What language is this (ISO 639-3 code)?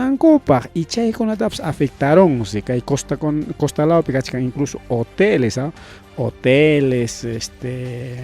quy